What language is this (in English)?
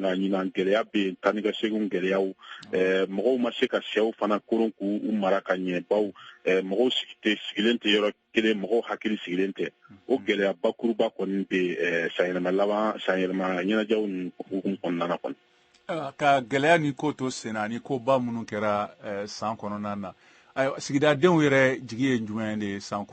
Bambara